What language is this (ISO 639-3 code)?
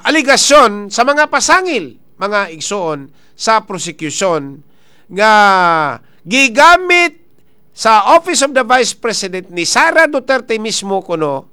ceb